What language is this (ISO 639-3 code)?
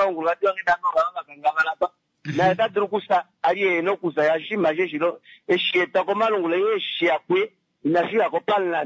kua